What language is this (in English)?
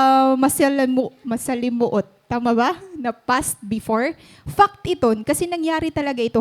Waray